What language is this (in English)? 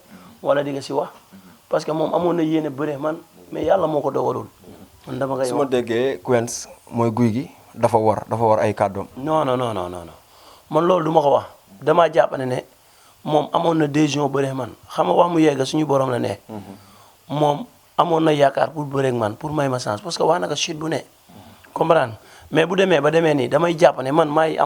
Wolof